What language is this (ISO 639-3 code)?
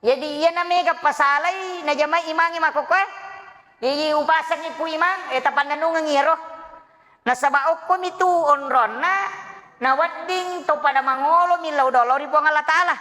bug